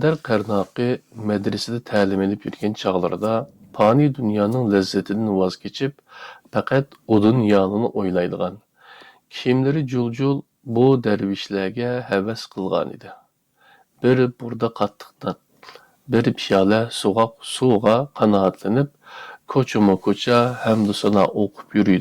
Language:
Uyghur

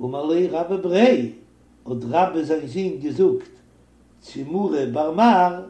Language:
Yiddish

